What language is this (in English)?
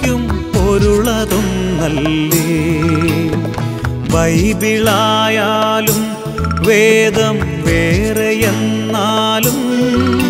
Malayalam